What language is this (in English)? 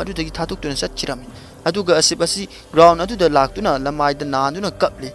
Manipuri